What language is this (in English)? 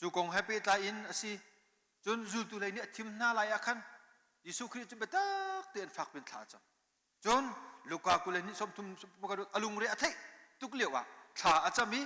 Hakha Chin